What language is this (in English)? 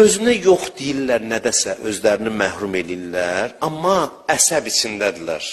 Azerbaijani